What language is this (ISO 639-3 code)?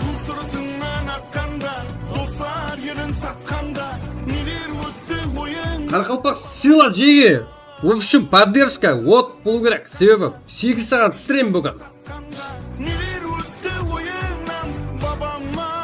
kaa